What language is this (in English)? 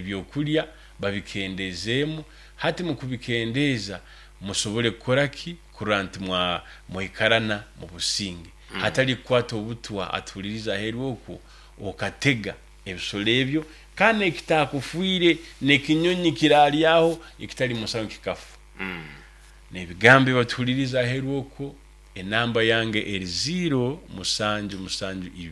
Nyoro